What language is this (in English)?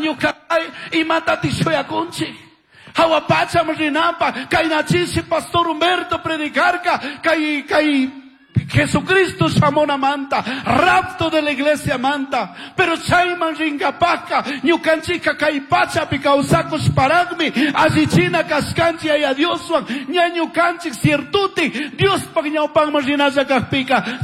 Chimborazo Highland Quichua